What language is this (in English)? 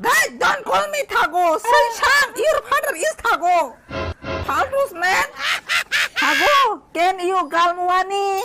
Kok Borok